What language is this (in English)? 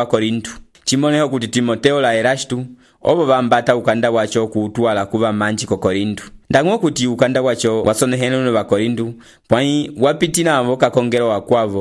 Umbundu